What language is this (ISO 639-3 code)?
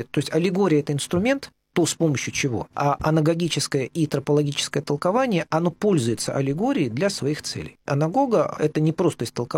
rus